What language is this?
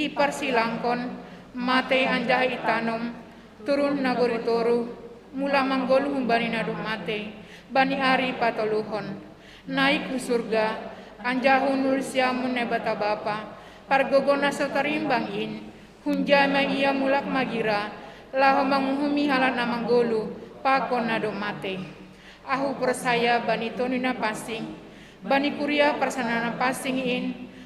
Batak Simalungun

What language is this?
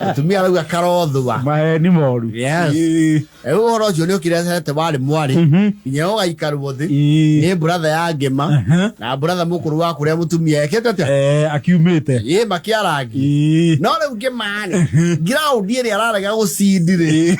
Kikuyu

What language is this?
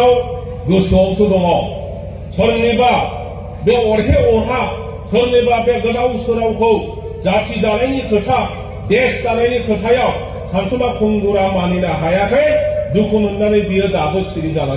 Bodo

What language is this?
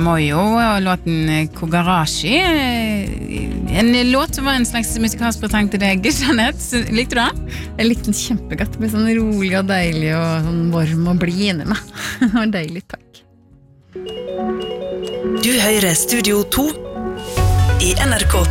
Norwegian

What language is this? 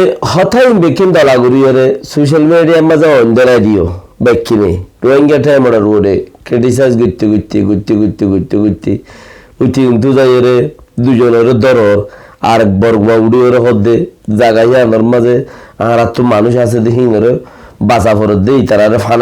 Rohingya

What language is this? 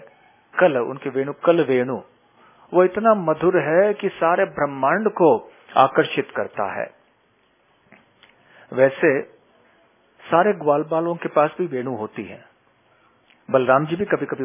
Hindi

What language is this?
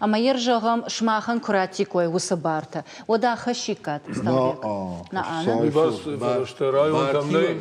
Ossetic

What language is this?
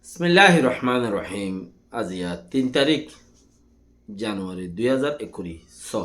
Rohingya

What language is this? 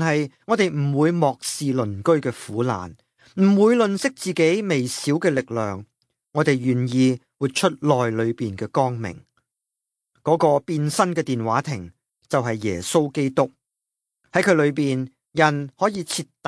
Cantonese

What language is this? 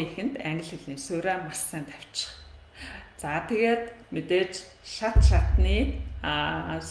Mongolian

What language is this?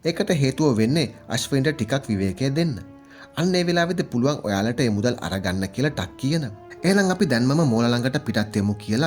Sinhala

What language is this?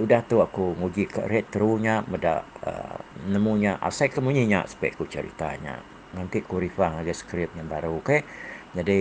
Iban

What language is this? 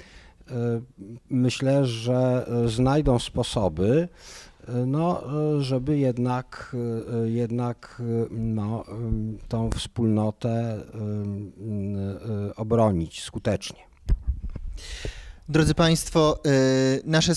Polish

